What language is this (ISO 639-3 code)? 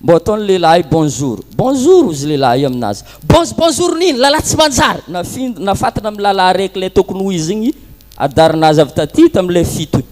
mlg